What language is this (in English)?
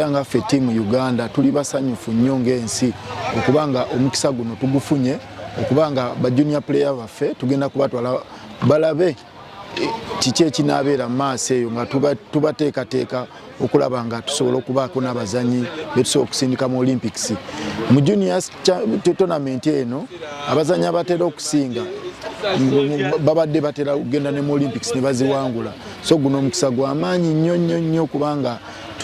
Ganda